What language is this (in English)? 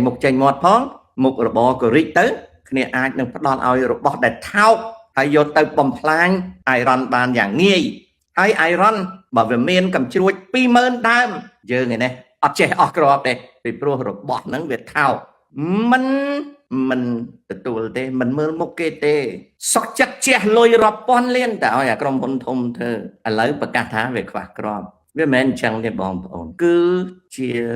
Khmer